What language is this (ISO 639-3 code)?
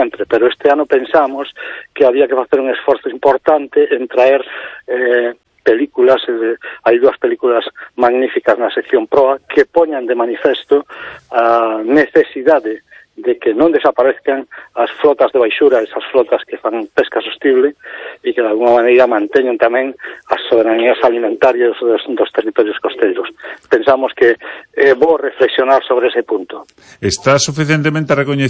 glg